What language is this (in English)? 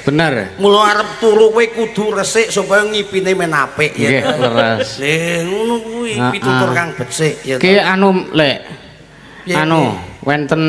Javanese